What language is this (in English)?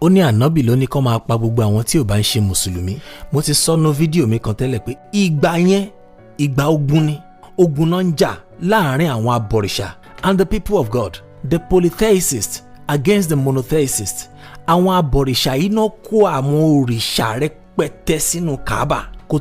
Yoruba